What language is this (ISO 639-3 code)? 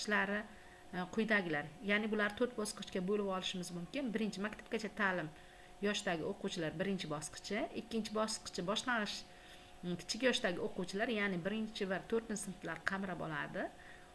uzb